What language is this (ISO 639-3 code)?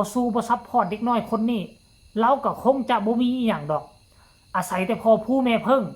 tts